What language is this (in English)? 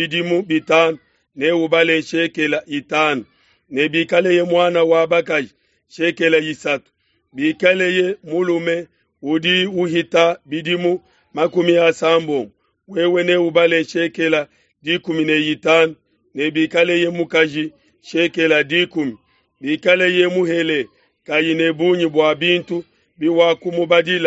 Luba-Lulua